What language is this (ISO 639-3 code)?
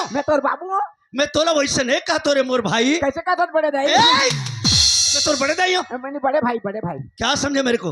hne